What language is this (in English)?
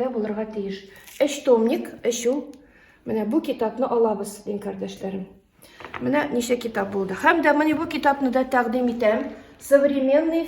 Tatar